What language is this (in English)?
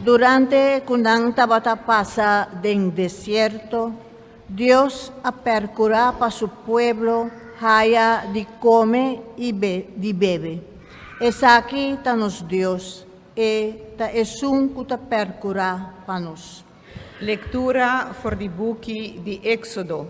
Papiamento